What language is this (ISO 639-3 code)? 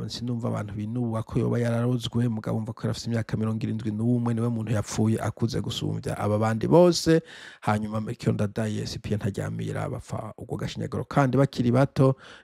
run